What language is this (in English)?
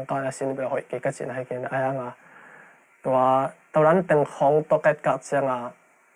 Tedim Chin